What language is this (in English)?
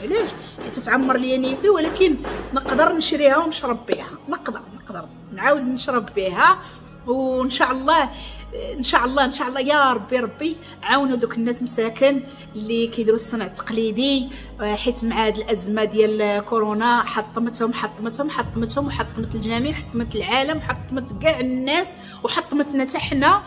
Moroccan Arabic